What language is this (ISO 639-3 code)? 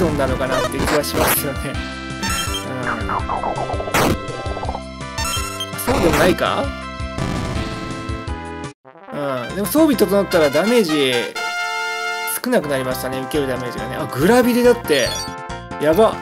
jpn